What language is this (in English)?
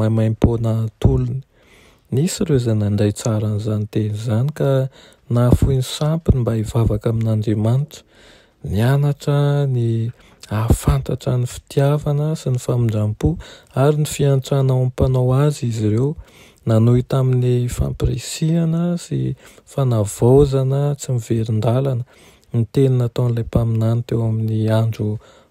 Malagasy